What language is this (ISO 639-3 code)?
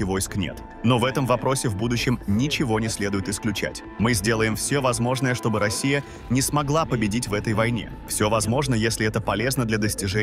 rus